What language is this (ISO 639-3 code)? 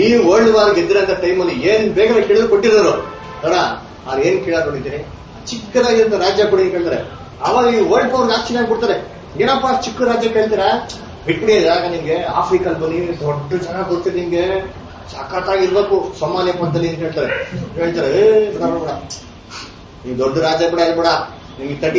kan